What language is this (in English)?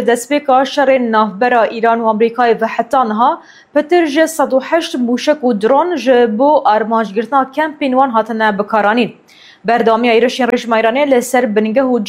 Kurdish